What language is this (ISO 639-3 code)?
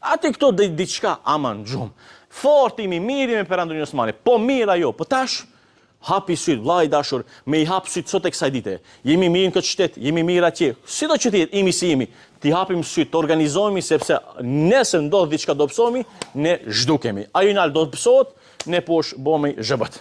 sqi